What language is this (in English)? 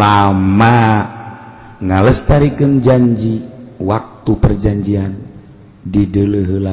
Sundanese